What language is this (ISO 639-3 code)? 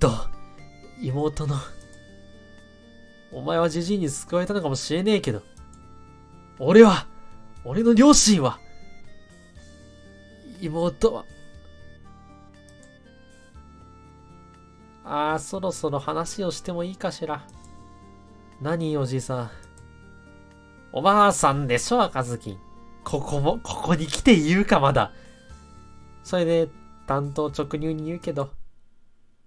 jpn